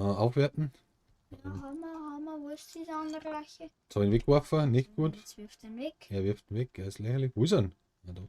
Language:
Bavarian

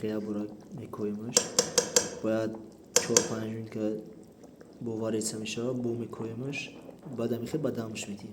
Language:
Tajik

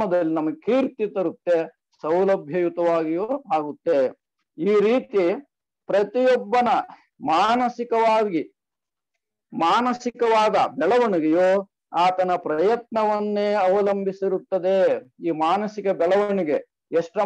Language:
Kannada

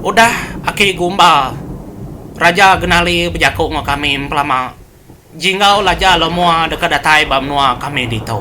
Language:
Iban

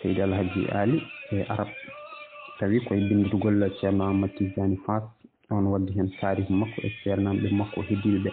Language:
Fula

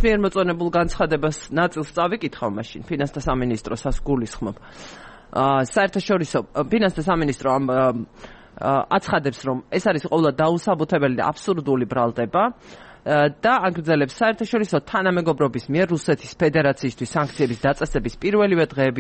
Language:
Georgian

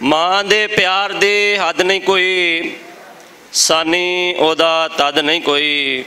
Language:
Western Panjabi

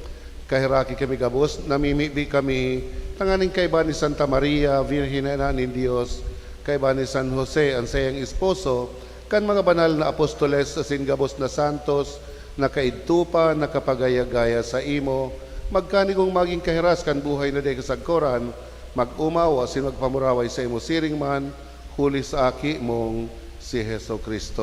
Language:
Bikol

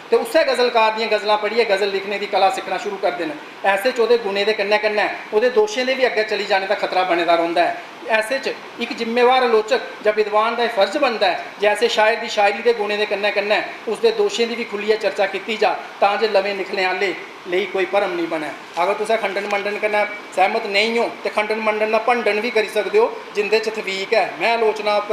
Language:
Dogri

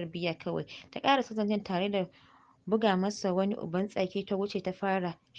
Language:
Hausa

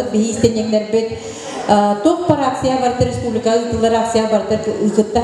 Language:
Yakut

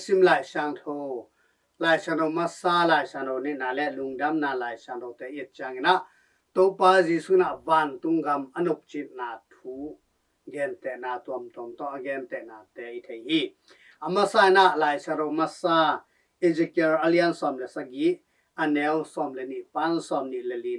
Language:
Tedim Chin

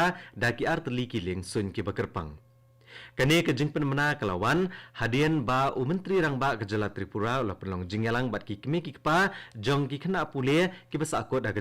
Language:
Khasi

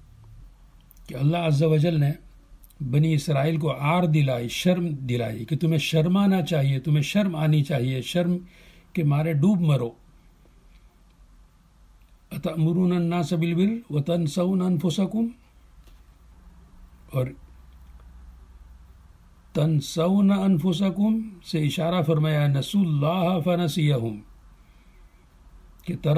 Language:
Urdu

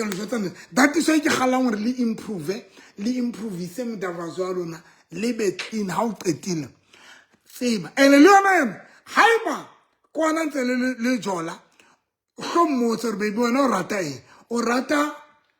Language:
Southern Sotho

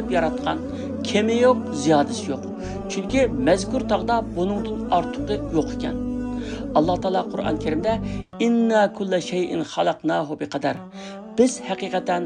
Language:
Uyghur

